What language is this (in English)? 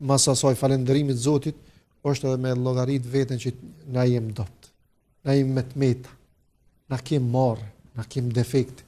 Albanian